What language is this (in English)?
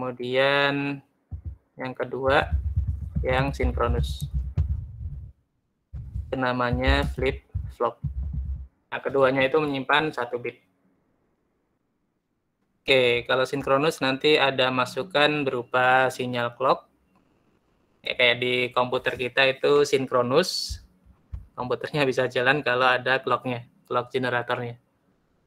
Indonesian